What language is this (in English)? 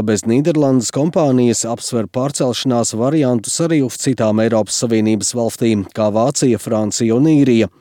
Latvian